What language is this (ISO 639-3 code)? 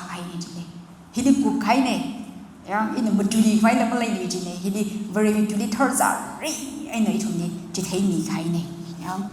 nmf